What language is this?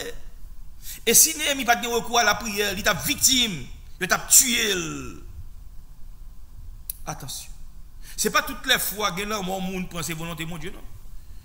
French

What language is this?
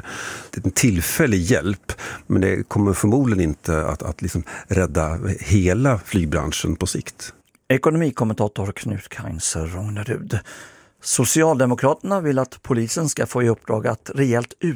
Swedish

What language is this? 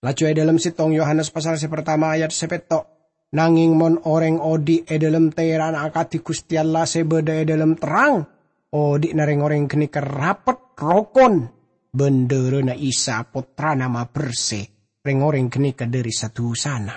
Madurese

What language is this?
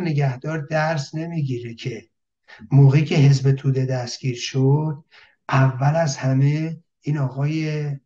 Persian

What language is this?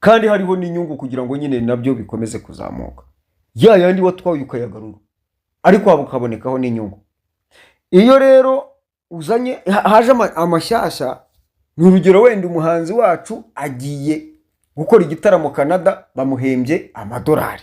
Kinyarwanda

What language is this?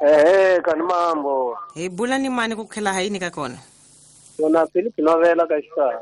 Tsonga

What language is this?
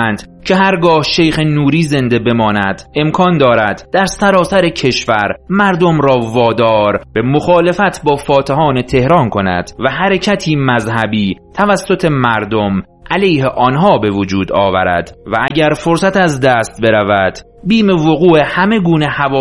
Persian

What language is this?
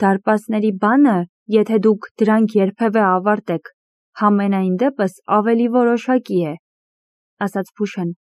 Armenian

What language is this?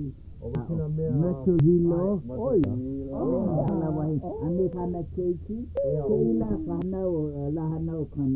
Hawaiian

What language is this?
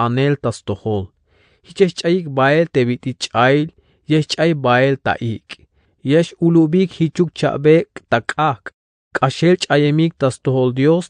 Tzeltal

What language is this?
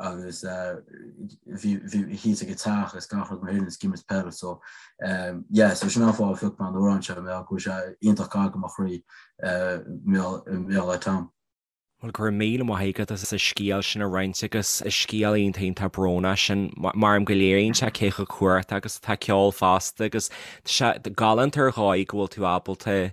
Irish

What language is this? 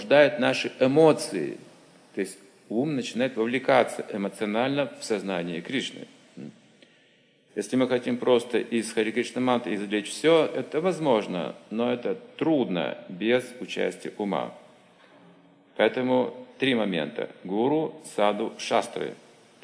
Russian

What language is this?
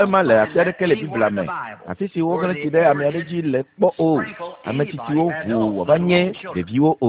Ewe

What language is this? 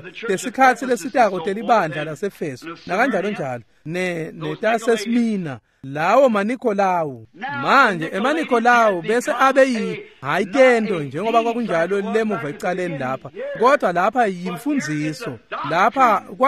Swati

